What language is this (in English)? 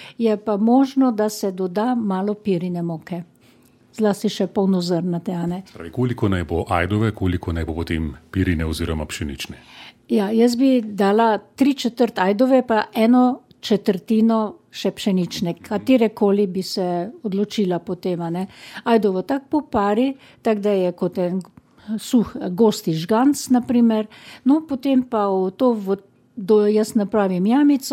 Slovenian